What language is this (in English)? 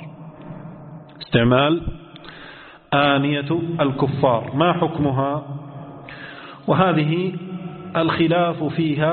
Arabic